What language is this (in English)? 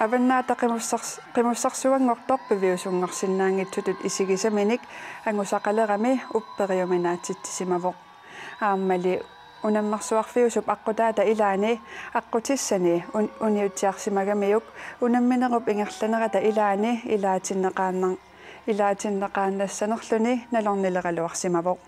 Kalaallisut